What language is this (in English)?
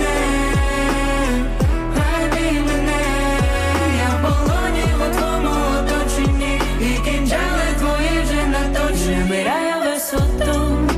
Ukrainian